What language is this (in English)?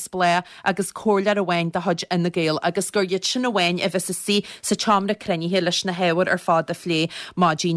Irish